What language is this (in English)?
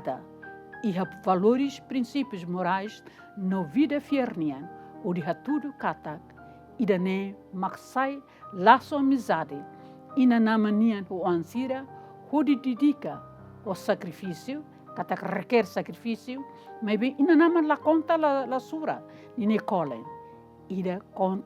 Tetum